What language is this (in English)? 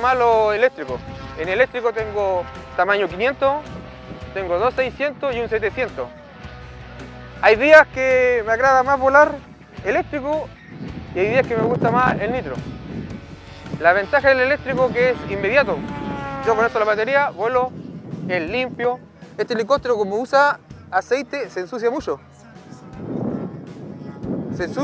Spanish